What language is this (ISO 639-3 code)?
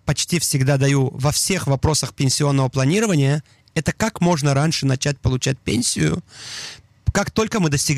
rus